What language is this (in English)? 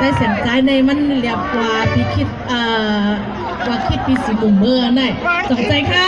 Shan